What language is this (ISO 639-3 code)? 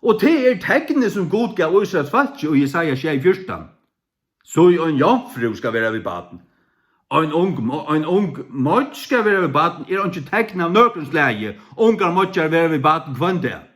fao